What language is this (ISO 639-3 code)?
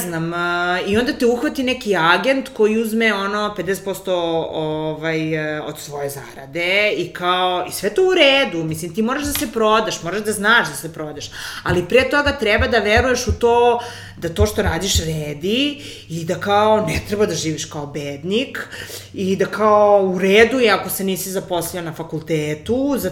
srp